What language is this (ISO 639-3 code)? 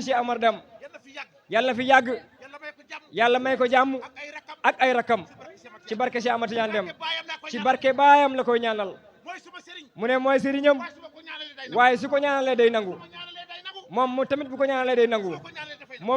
wol